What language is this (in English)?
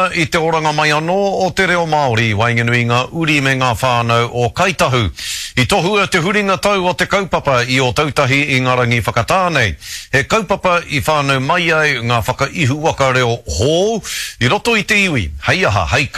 Māori